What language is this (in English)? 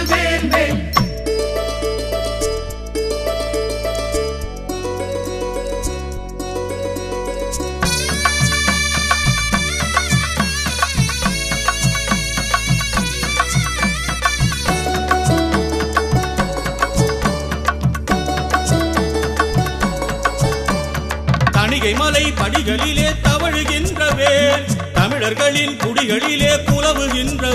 Tamil